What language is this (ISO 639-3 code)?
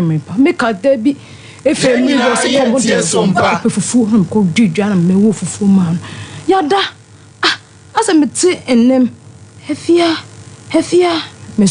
aka